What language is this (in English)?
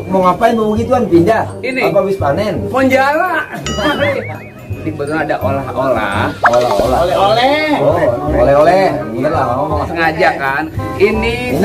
Betawi